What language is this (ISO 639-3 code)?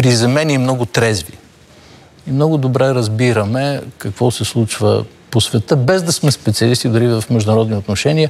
bul